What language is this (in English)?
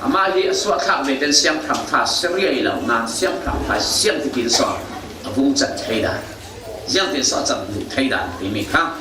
Falam Chin